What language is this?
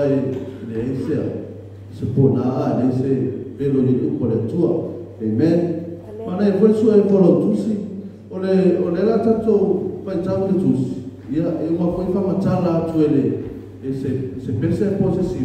Samoan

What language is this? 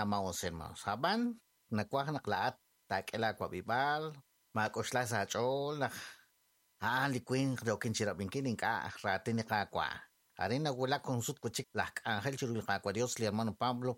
Kekchí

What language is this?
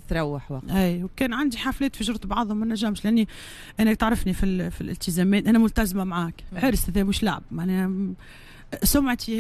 Tunisian Arabic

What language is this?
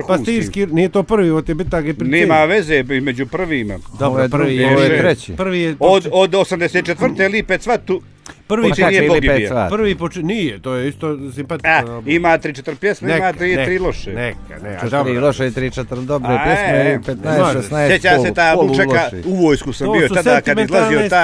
Croatian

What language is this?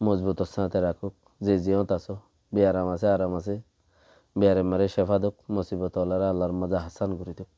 Rohingya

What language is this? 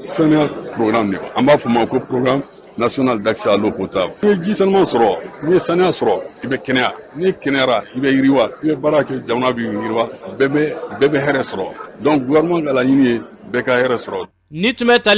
Bambara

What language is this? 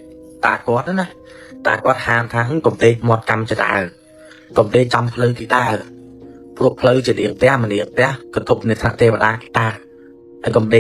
Khmer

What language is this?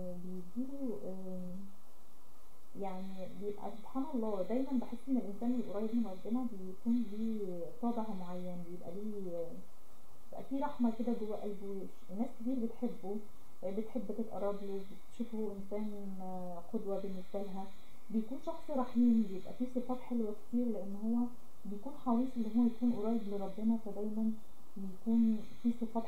Egyptian Arabic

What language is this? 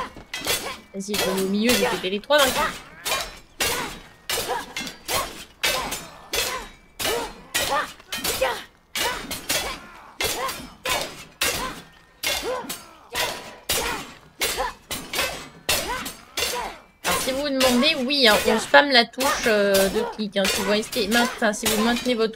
French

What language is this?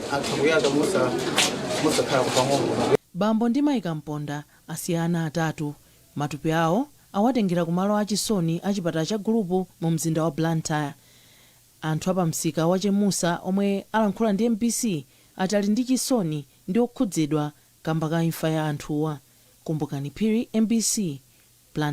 Nyanja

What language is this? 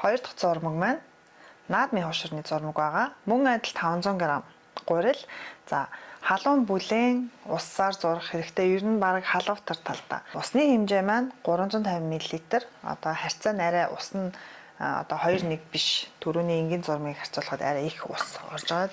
Mongolian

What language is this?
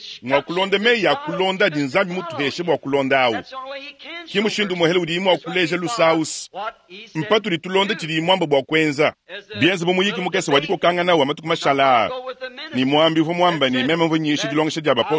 Luba-Lulua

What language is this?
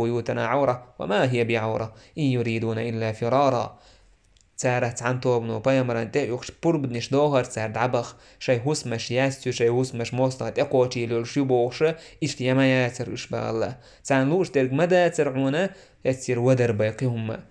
Chechen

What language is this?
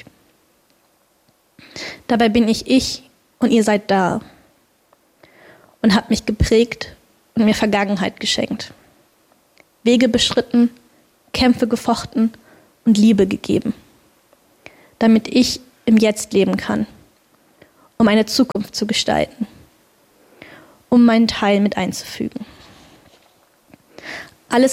German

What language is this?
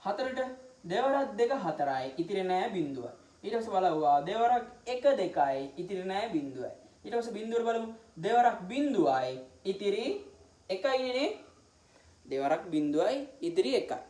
Sinhala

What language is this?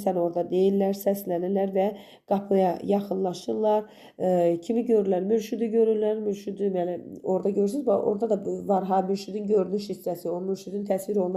Azerbaijani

